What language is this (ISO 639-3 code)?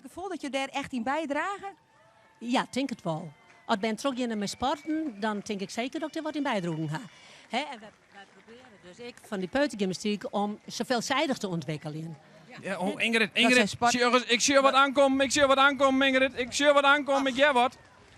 fry